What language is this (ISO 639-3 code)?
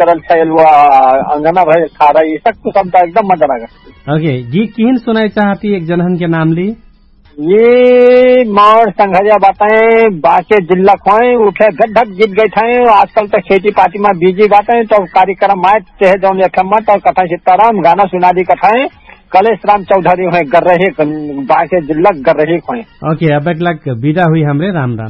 thl